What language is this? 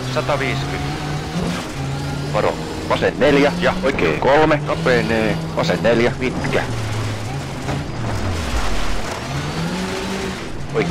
Finnish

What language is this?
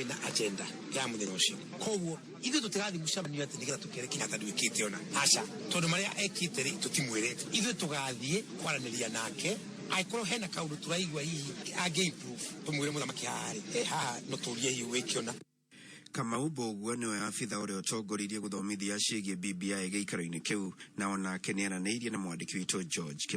Kikuyu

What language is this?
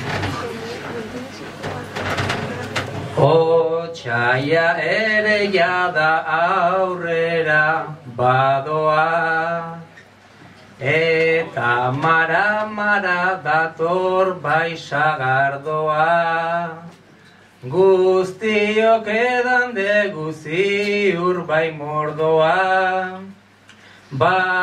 Basque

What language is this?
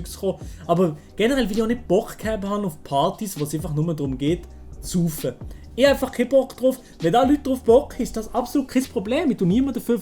Swiss German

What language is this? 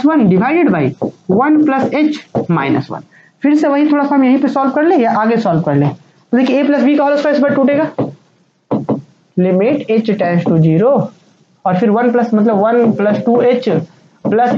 Hindi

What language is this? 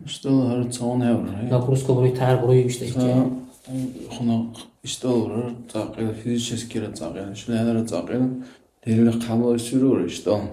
Dargwa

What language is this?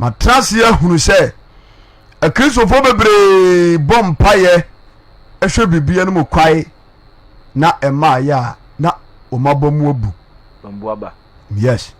Akan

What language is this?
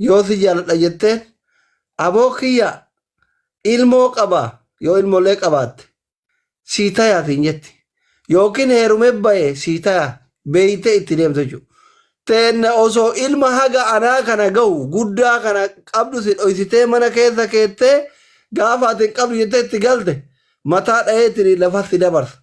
Oromo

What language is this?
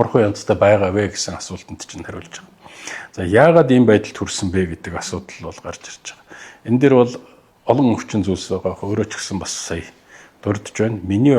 Mongolian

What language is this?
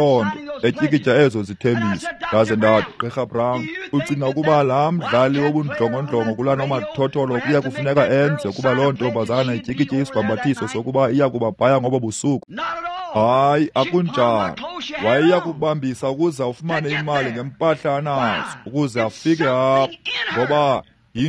Xhosa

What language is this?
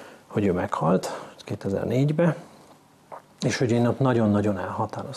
Hungarian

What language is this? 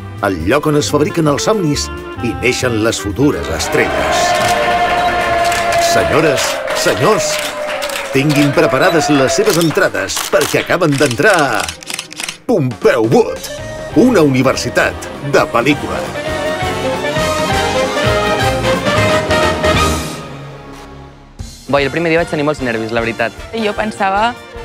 Catalan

